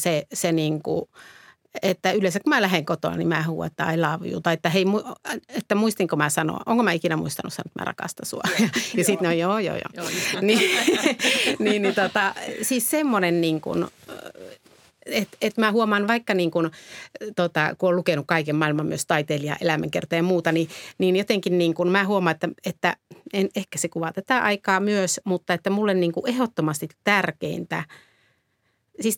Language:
Finnish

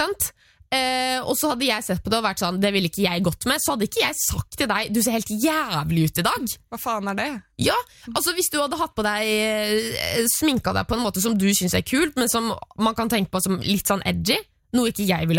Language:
Norwegian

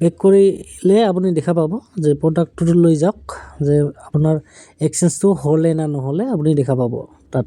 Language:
Assamese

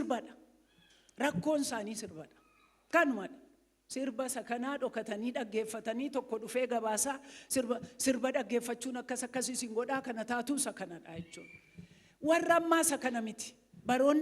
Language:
Oromo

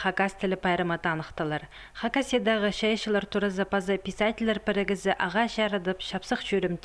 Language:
Khakas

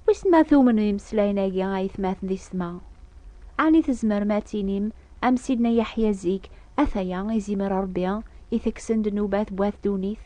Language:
Kabyle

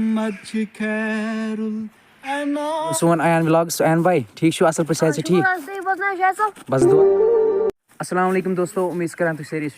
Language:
Kashmiri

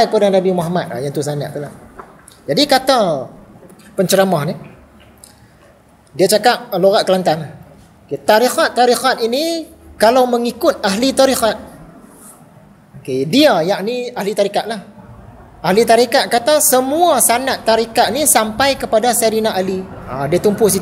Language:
Malay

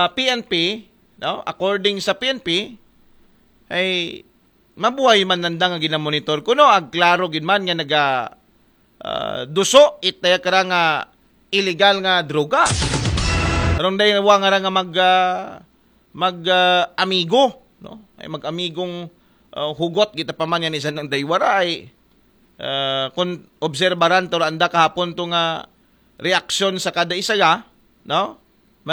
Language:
Aklanon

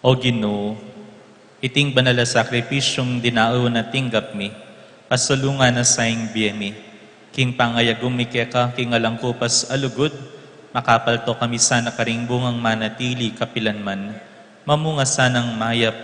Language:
Pampanga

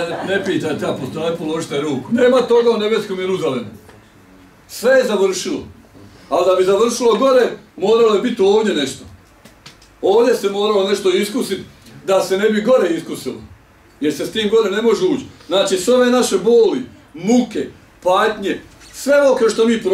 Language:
Bosnian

